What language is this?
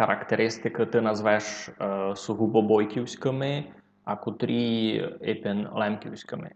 Rusyn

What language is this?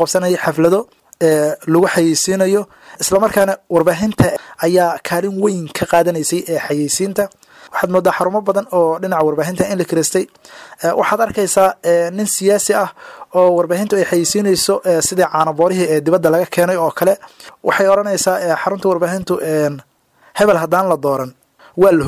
Somali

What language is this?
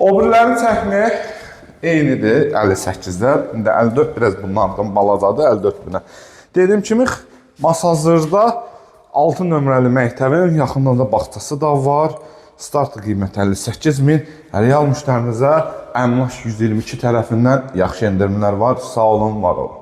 Azerbaijani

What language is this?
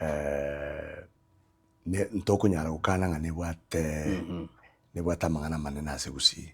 Gusii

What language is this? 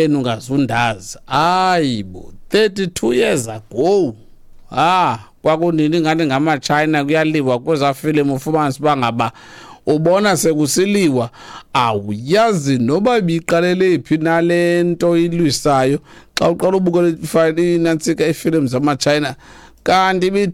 Xhosa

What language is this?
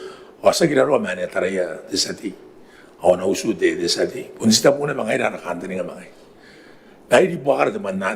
Gilbertese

